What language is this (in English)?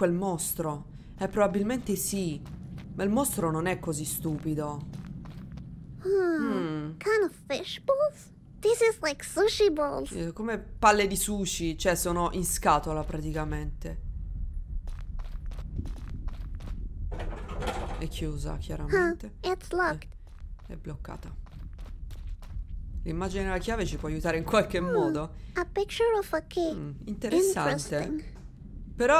Italian